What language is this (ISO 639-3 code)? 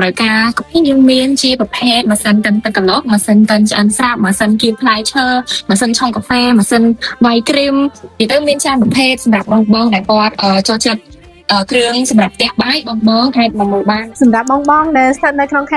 khm